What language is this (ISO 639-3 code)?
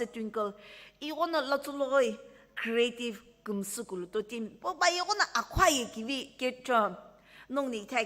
nsm